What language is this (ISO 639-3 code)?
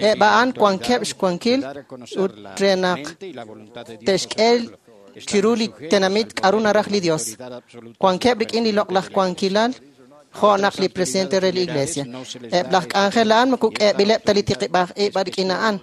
kek